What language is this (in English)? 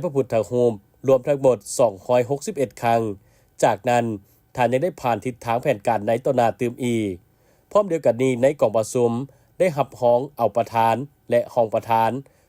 Lao